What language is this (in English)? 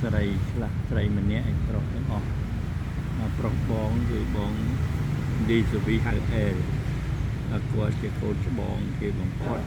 Khmer